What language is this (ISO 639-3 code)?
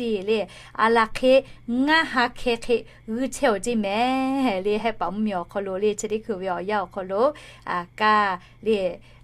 lhu